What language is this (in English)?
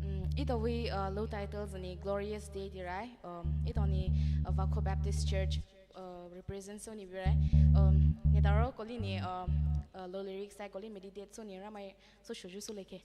Poumei Naga